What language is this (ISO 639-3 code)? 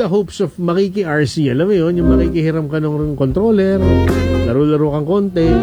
fil